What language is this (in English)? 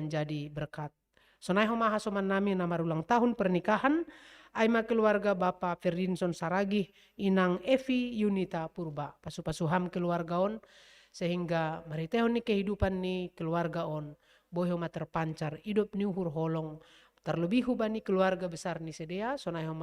Batak Simalungun